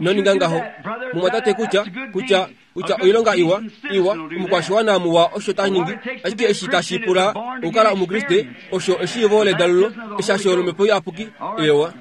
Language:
Kuanyama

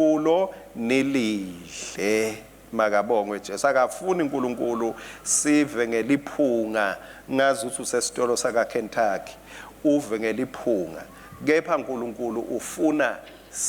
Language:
Swati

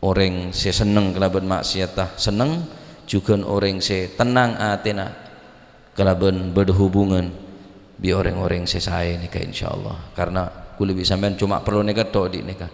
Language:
Madurese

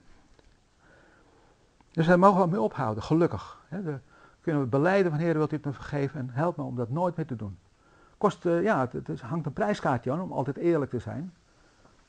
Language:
Dutch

